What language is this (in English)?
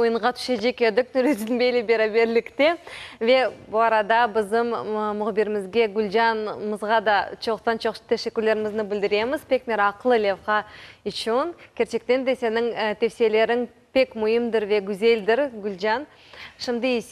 Crimean Tatar